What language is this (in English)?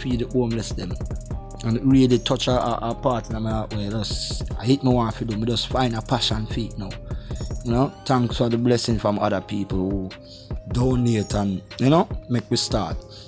Jamaican Creole English